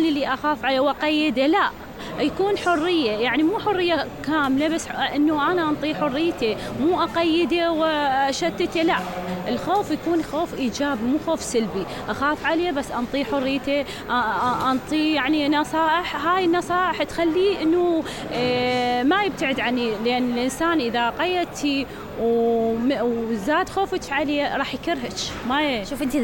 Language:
Mesopotamian Arabic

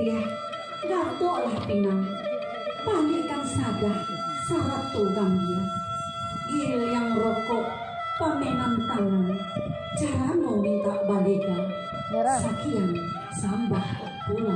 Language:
Minangkabau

